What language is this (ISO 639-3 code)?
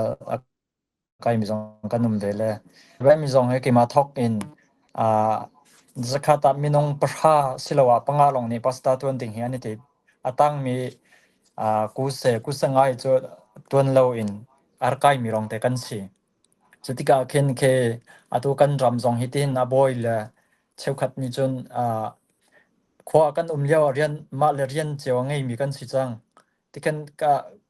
cnh